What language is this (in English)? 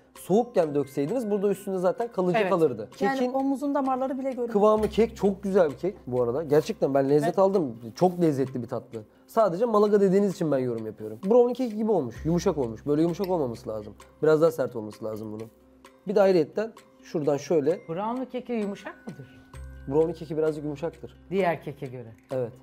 Turkish